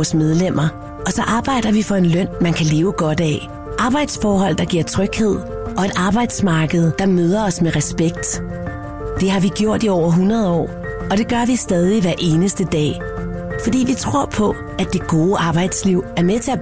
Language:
Danish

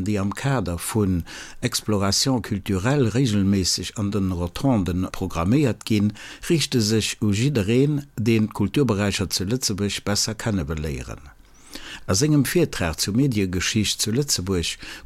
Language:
Luxembourgish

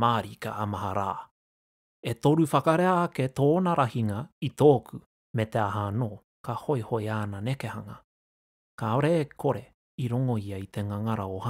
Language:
Māori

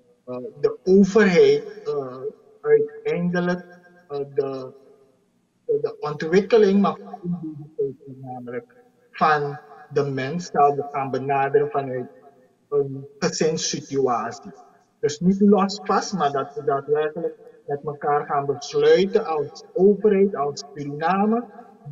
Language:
Dutch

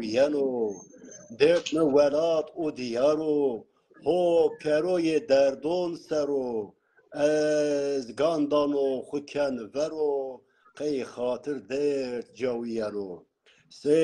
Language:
Zaza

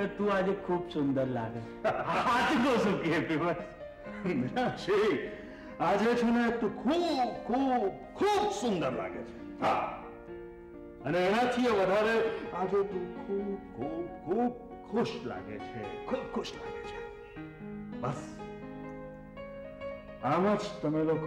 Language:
Gujarati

